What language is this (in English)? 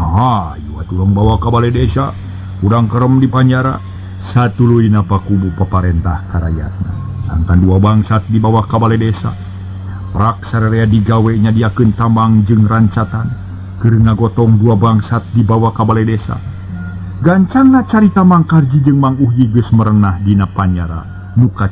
Sundanese